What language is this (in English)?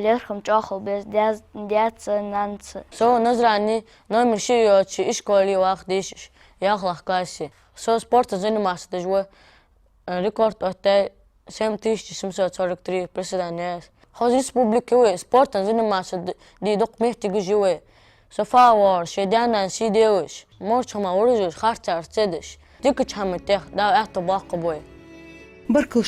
Ingush